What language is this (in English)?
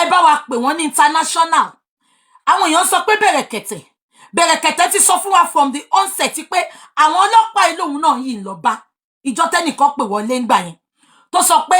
Yoruba